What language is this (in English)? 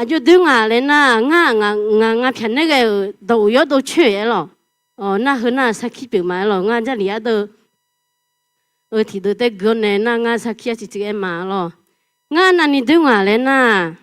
Akha